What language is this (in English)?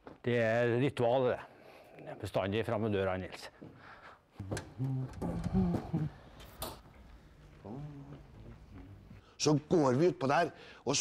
Norwegian